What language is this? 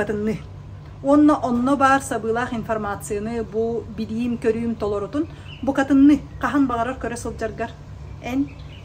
Yakut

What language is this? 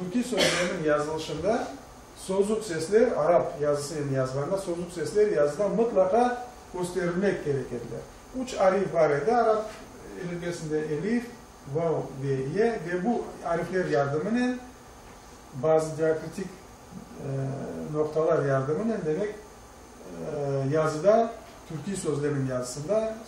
Crimean Tatar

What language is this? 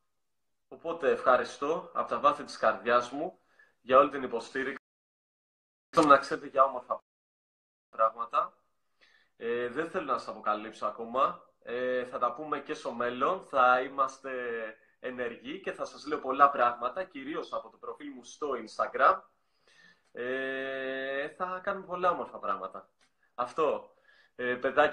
Greek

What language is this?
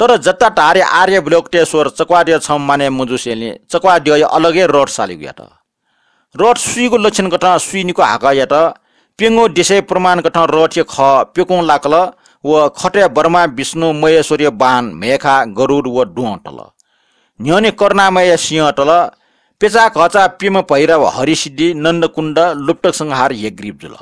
Newari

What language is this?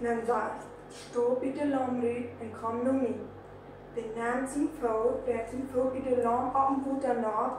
Plautdietsch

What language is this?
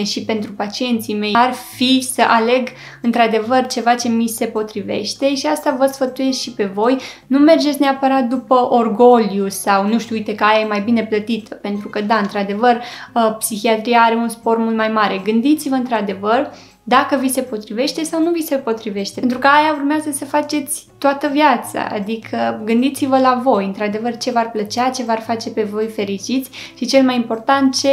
Romanian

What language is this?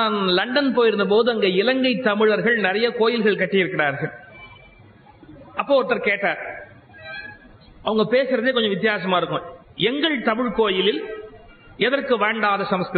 Tamil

